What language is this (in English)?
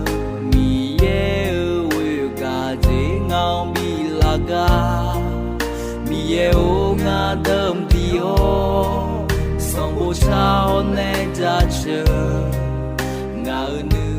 Akha